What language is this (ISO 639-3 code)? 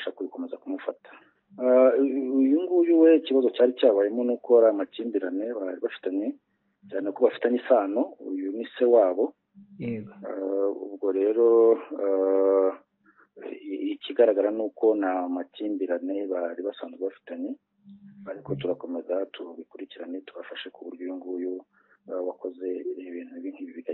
kin